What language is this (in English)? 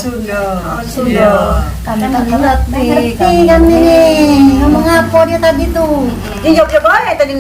Musi